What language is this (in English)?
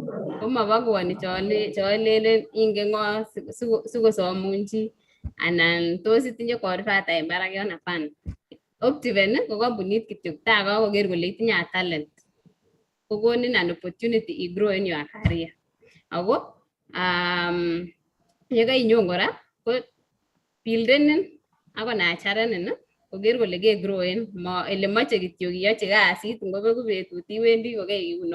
Kalenjin